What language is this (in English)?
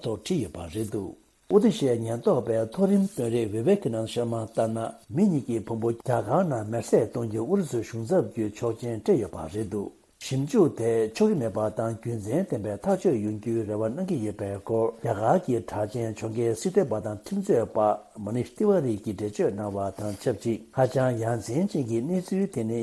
Tibetan